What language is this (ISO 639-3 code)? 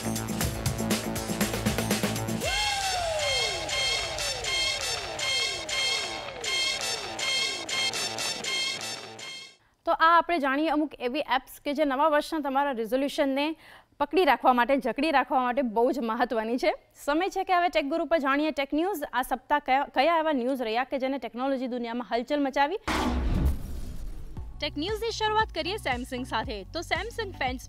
guj